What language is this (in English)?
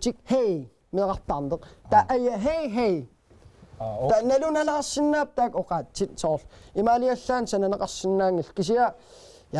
Kalaallisut